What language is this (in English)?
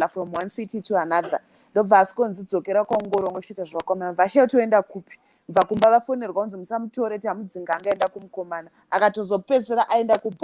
Shona